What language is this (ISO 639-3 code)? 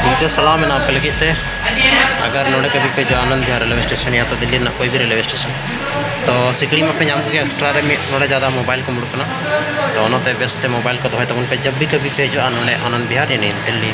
sat